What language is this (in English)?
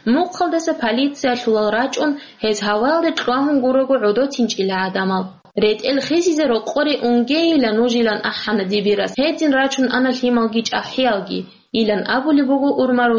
Avaric